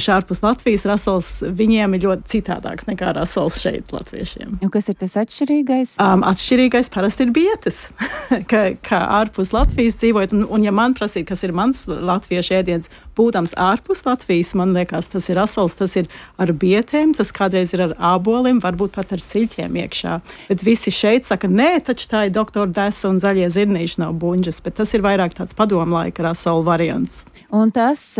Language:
Latvian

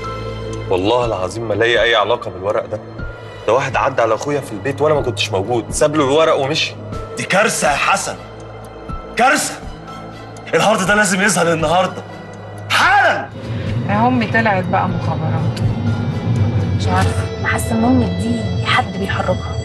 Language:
Egyptian Arabic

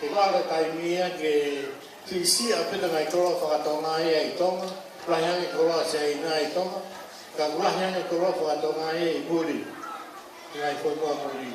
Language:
Tongan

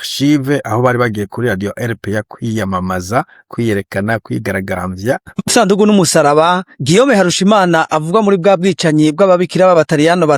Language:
Rundi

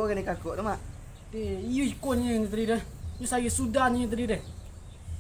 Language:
Minangkabau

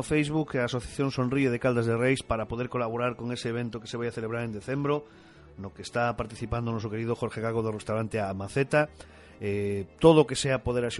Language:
Galician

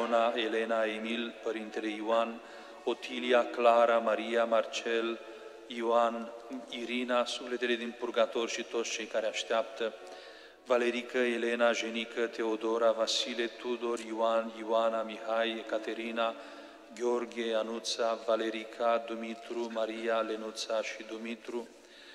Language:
Romanian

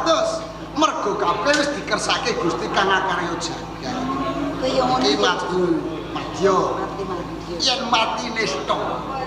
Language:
Javanese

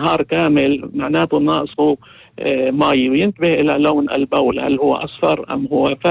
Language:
North Levantine Arabic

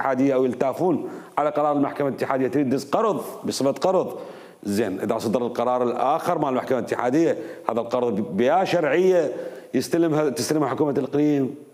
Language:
Mesopotamian Arabic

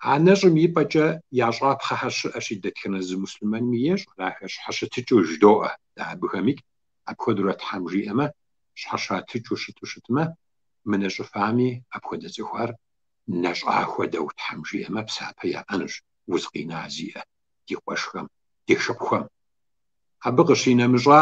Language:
Kabardian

